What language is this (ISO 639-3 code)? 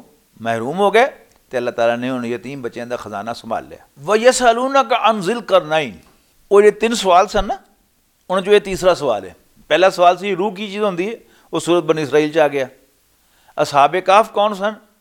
lah